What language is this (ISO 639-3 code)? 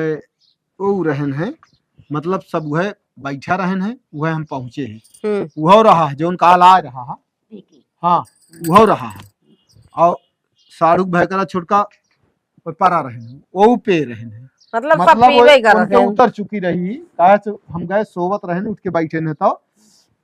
awa